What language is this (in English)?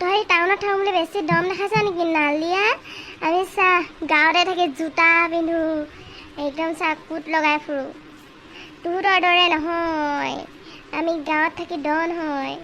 Assamese